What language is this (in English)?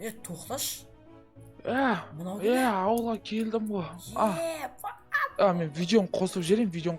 Kazakh